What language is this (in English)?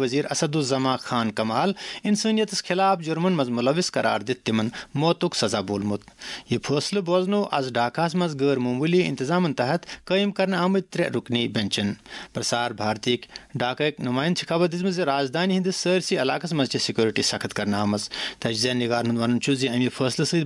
Kashmiri